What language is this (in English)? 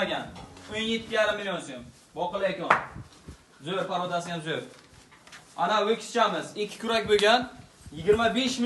Uzbek